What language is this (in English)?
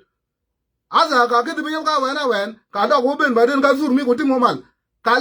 Nuer